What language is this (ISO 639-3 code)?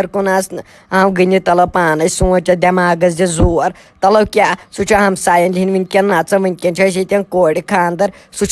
kas